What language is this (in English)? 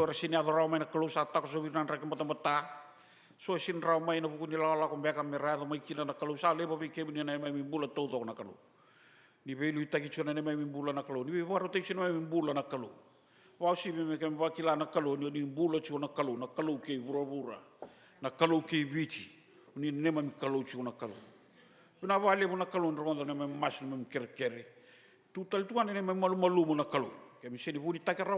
Fijian